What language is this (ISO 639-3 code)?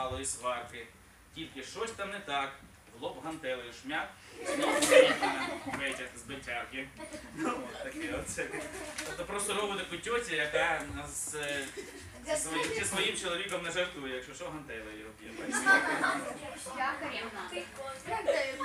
ukr